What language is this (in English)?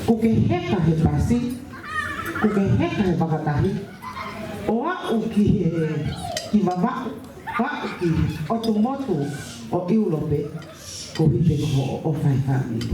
Tongan